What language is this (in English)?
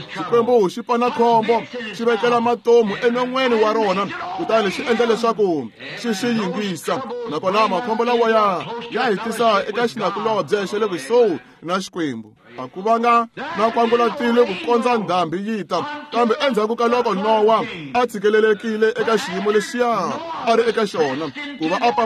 Tsonga